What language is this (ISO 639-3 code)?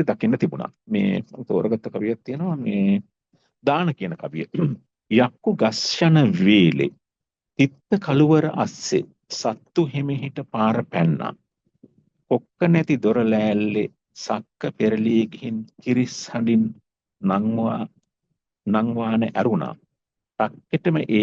sin